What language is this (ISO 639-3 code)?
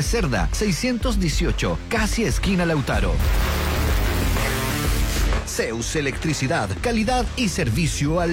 spa